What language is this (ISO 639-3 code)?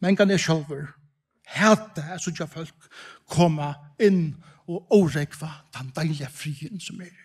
fao